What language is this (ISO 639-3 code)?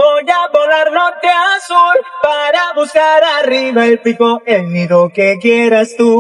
srn